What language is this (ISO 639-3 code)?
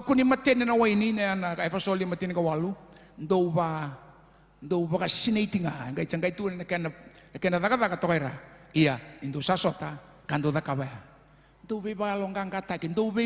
fij